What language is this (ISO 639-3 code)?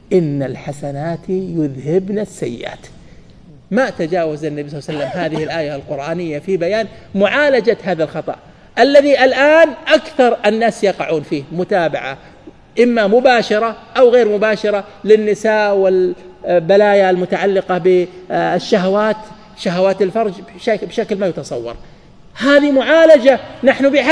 ara